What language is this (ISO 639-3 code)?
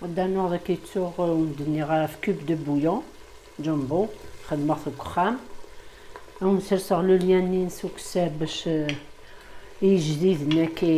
kab